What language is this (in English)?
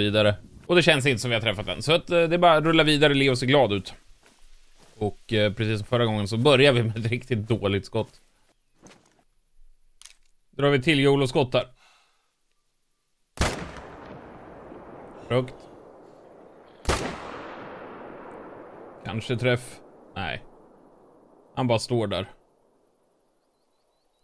Swedish